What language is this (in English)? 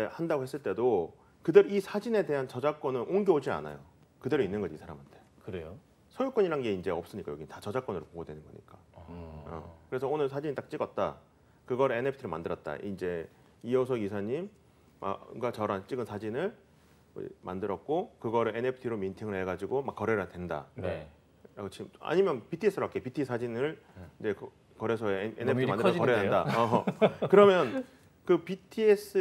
Korean